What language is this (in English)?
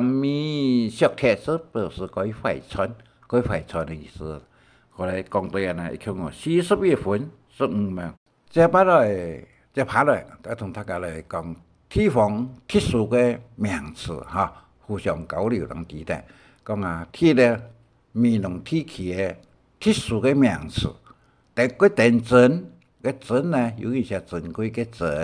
Hakka Chinese